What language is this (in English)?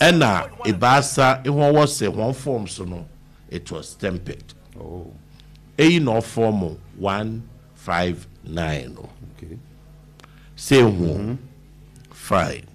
Akan